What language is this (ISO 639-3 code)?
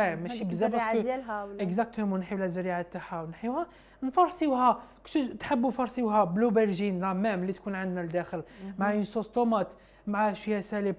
arq